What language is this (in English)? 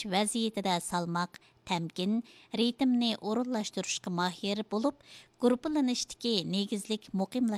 Uyghur